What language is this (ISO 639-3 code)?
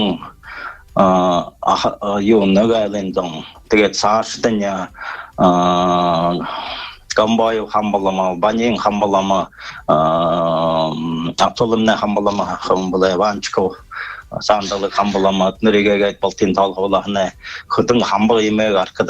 bua